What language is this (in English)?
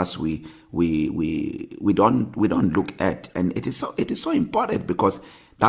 English